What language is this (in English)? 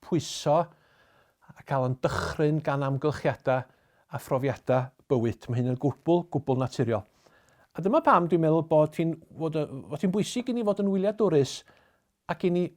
Welsh